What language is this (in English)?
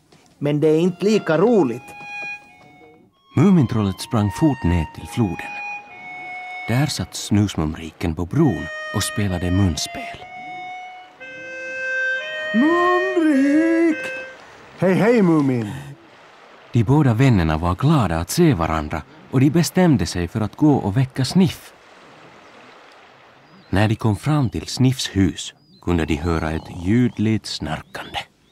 Swedish